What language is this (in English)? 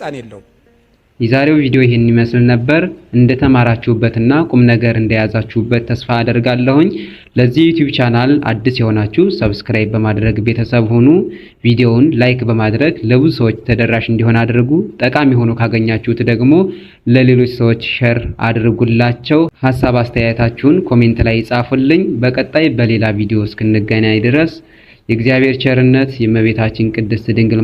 Amharic